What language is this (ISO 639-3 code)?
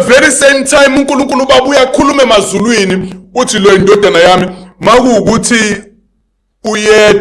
zul